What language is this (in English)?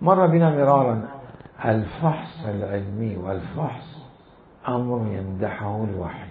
Mesopotamian Arabic